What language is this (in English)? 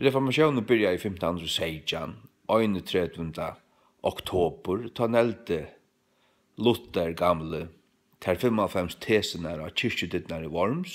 Faroese